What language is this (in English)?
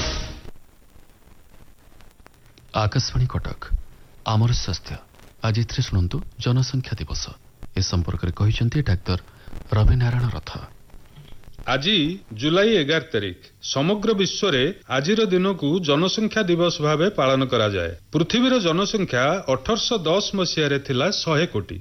Odia